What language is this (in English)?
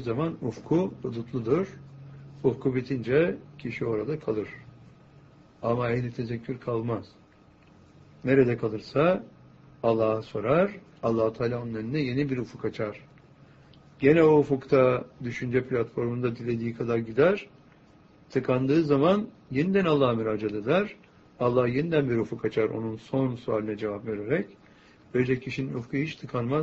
Turkish